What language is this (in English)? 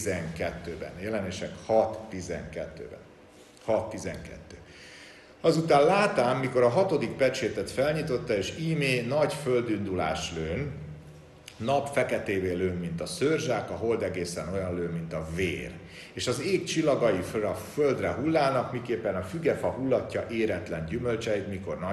Hungarian